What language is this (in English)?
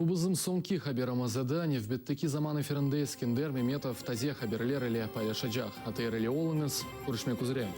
Crimean Tatar